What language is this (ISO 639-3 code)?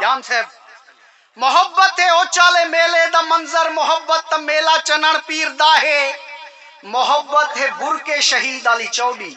skr